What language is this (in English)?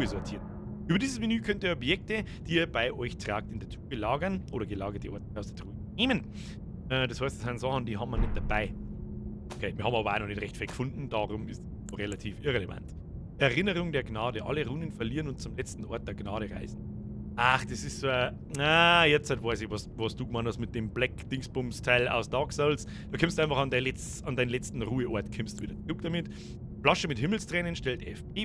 Bavarian